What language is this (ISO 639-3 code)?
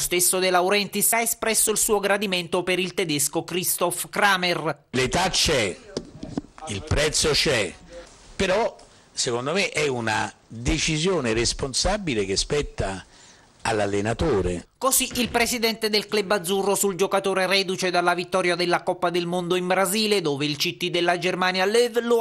ita